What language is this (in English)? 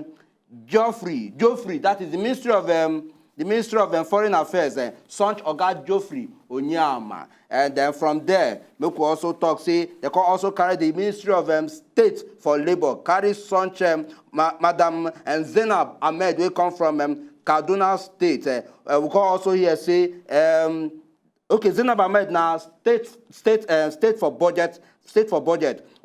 Nigerian Pidgin